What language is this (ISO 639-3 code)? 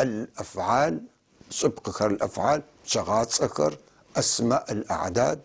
apc